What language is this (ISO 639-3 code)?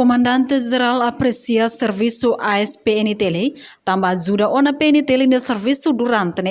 tet